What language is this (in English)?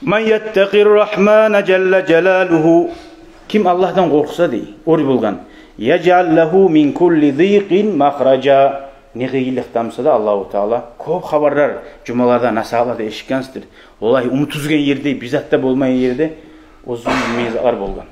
Kumyk